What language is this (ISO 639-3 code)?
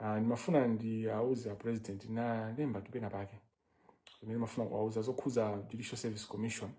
nya